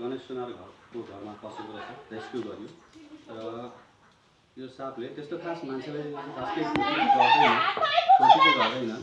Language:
Nepali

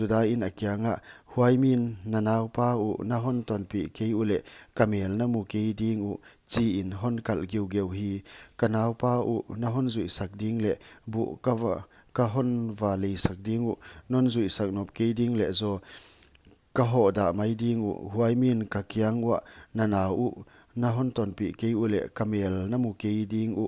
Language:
Paite Chin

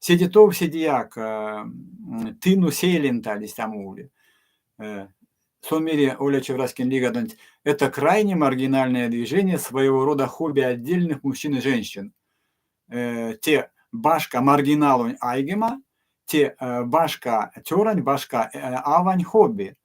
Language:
Erzya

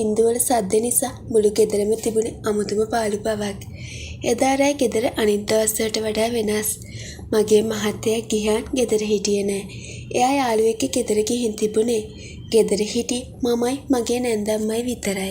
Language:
Sinhala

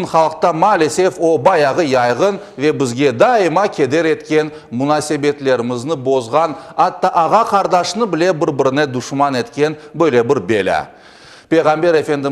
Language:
Crimean Tatar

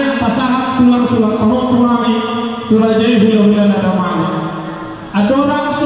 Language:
Batak Toba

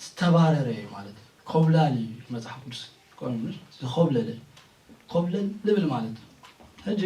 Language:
Tigrinya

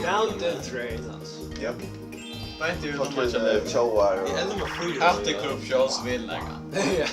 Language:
Faroese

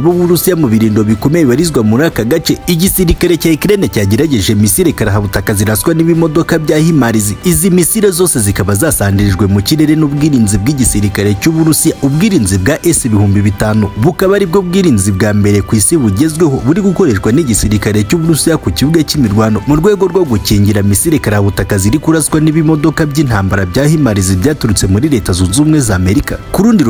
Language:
Kinyarwanda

